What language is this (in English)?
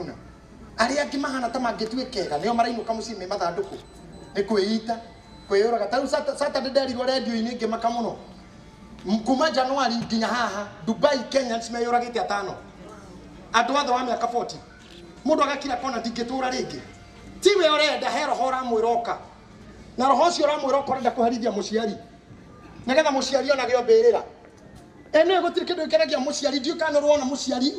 Kikuyu